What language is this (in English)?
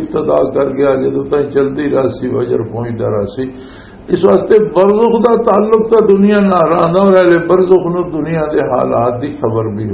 Western Panjabi